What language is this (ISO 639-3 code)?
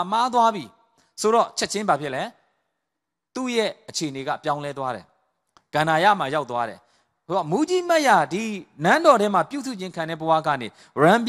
mya